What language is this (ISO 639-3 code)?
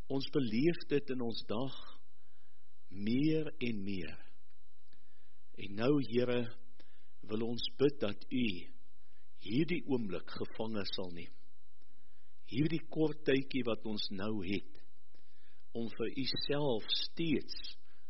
afr